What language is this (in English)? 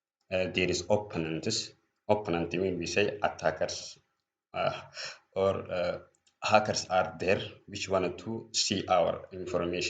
English